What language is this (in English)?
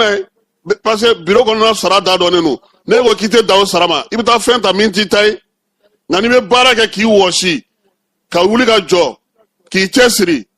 Bambara